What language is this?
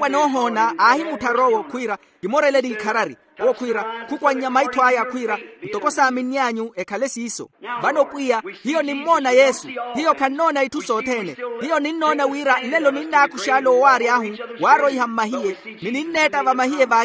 Makhuwa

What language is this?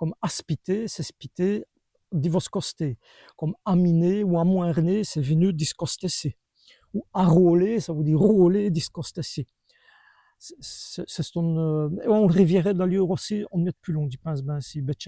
Walloon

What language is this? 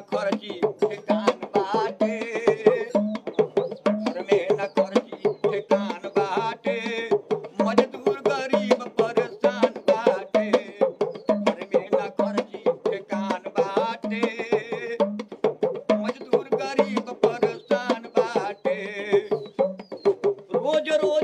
Bhojpuri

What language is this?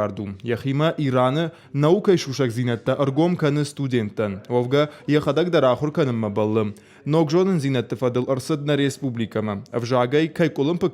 Ossetic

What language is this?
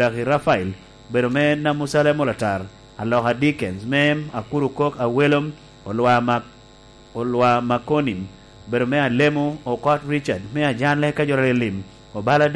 Lango (Uganda)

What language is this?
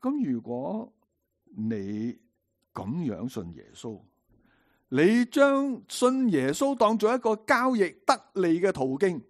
Cantonese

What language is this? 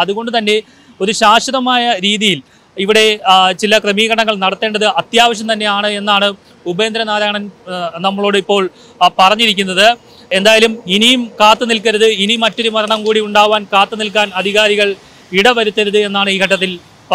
Malayalam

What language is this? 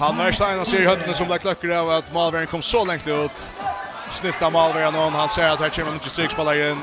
Faroese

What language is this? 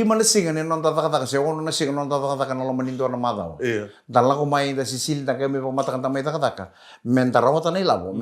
Fijian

